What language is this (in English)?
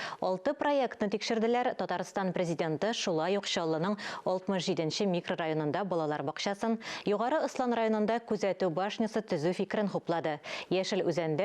Tatar